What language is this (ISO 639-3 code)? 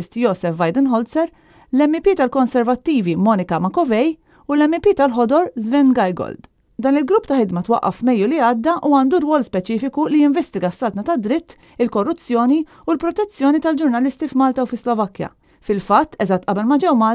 mlt